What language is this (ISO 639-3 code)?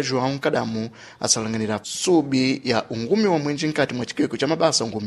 seh